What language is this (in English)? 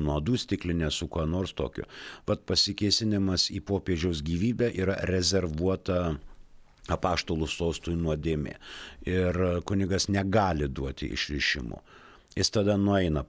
Lithuanian